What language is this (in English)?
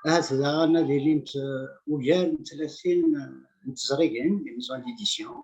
Kabyle